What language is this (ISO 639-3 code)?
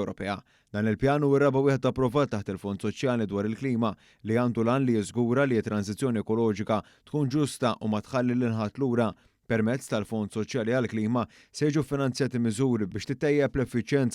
mlt